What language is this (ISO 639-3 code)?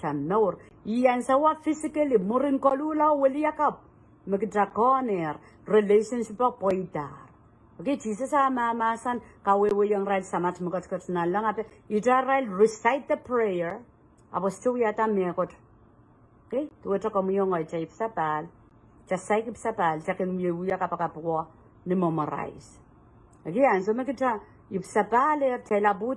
pon